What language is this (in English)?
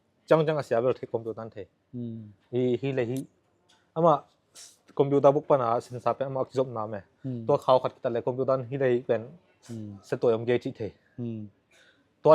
Tedim Chin